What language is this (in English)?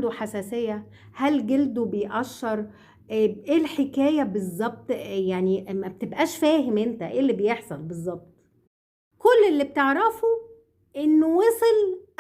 Egyptian Arabic